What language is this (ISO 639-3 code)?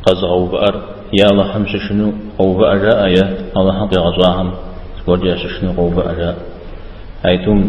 kbd